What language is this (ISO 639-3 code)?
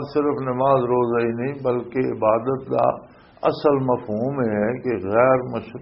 lah